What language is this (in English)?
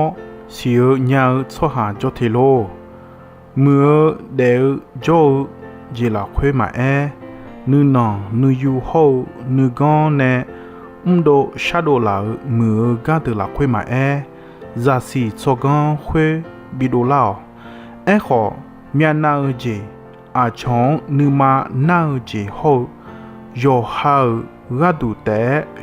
Akha